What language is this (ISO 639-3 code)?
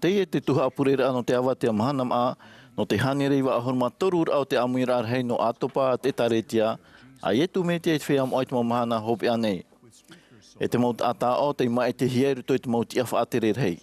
tah